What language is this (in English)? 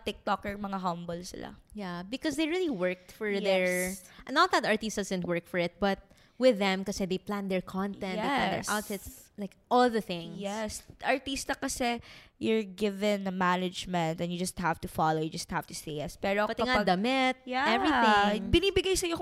Filipino